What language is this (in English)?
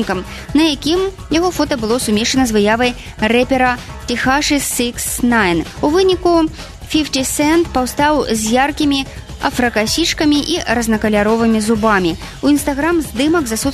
Belarusian